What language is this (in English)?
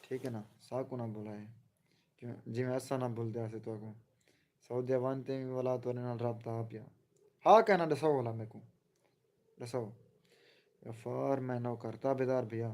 Saraiki